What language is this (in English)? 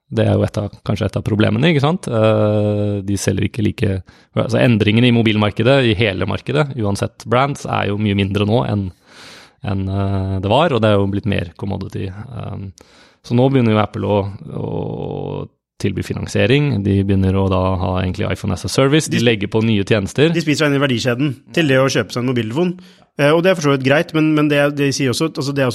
Norwegian